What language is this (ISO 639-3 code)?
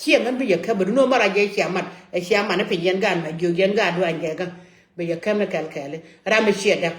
nus